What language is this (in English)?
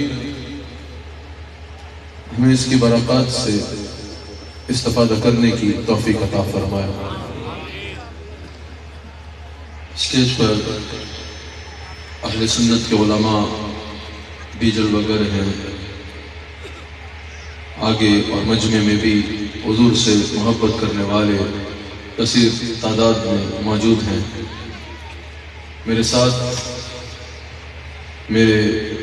Urdu